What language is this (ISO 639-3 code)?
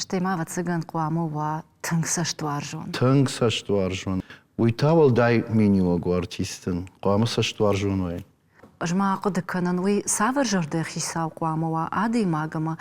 oss